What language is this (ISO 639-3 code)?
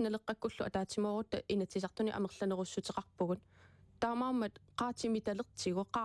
kal